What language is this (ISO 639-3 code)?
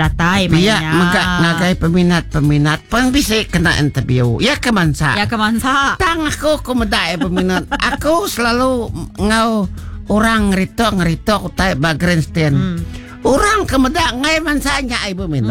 iba